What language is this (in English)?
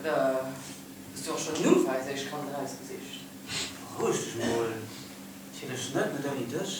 Luxembourgish